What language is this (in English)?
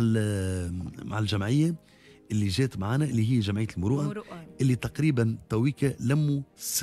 Tunisian Arabic